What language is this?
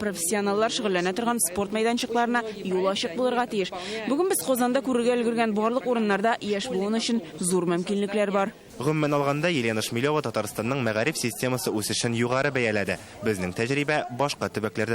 Tatar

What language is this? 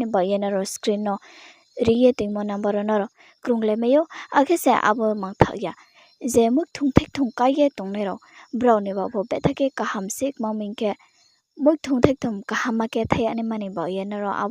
Riang (India)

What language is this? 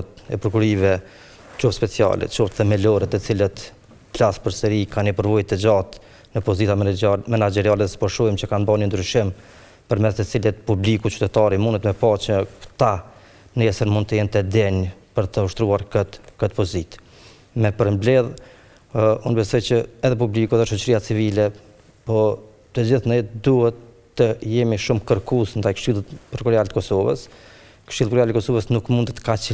Albanian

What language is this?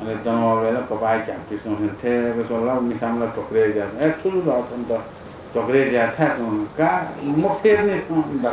Newari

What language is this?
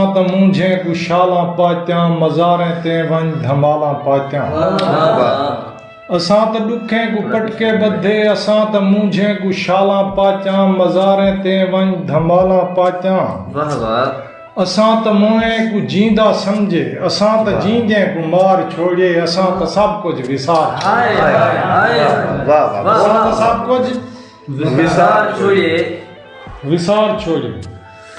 Saraiki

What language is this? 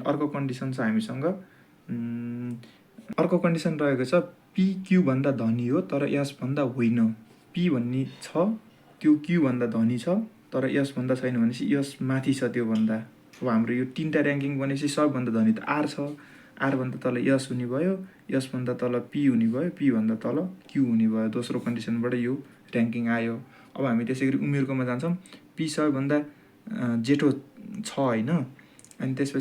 Nepali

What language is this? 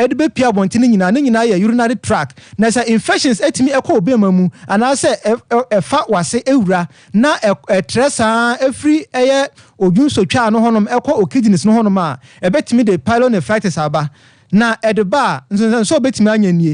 Akan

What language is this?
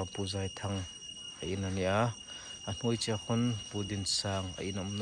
Hmar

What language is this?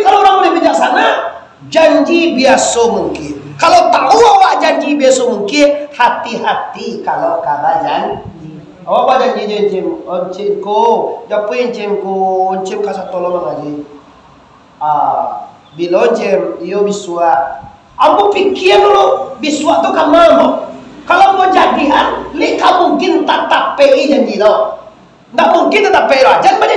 Minangkabau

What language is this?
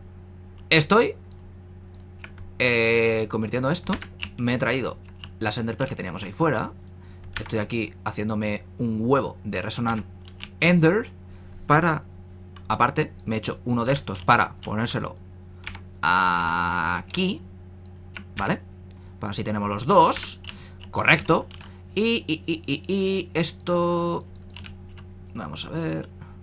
Spanish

